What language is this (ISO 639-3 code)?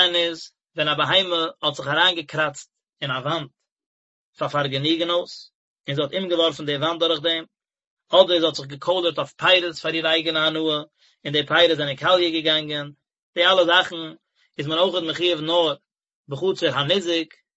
yid